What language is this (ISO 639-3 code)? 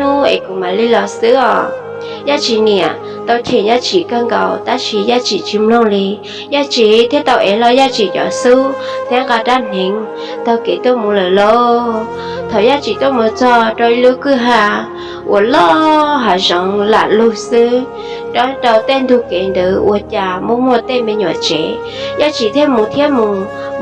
hmn